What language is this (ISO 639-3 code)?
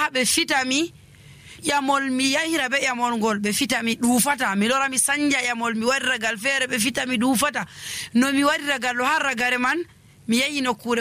fuv